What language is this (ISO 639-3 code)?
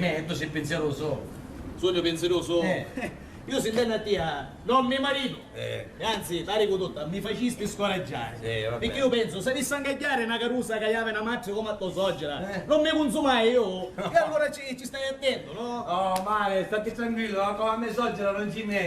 scn